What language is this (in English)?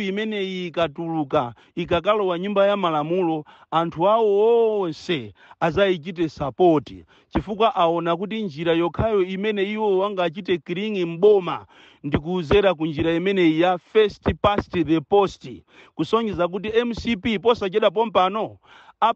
Nyanja